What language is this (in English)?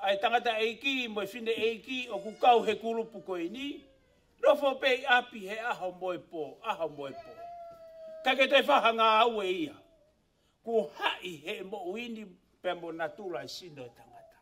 Tongan